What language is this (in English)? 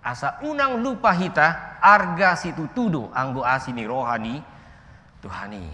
Batak Toba